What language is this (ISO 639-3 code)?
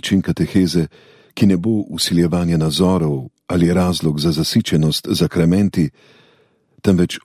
slv